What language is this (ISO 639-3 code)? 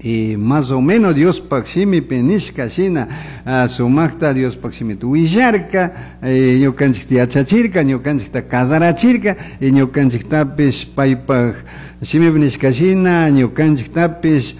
qug